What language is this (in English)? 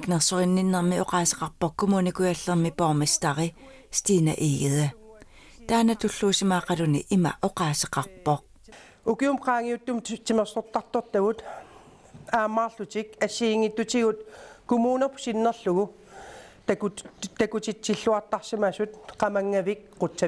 Kalaallisut